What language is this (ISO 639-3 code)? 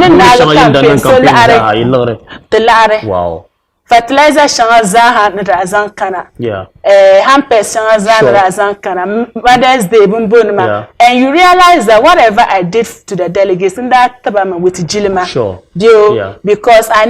dag